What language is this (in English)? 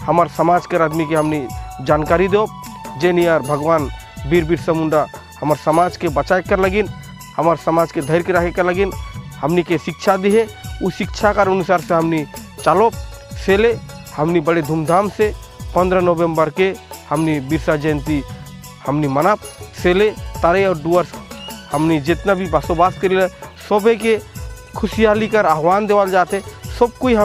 Sadri